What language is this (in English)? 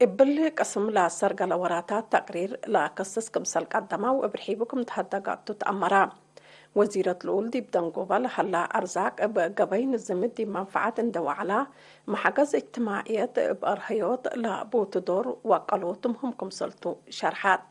Tigre